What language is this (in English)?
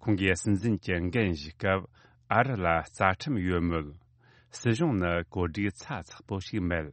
Tibetan